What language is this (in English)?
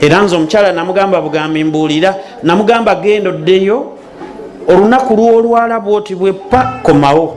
Ganda